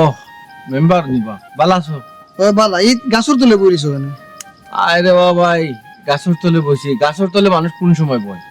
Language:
Sylheti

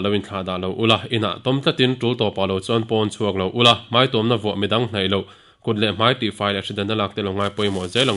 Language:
Mizo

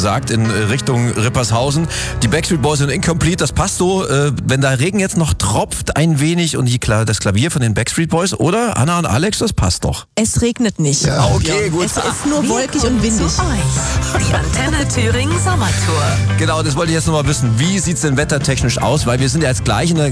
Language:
German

